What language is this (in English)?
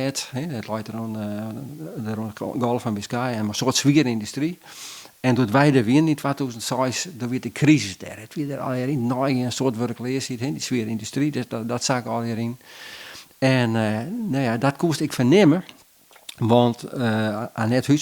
Western Frisian